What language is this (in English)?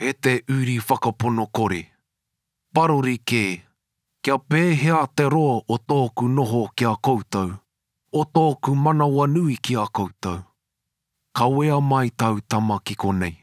Māori